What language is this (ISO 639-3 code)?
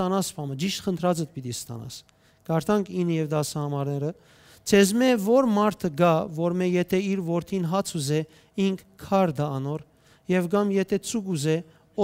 hyw